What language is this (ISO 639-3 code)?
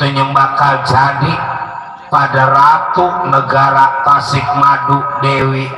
bew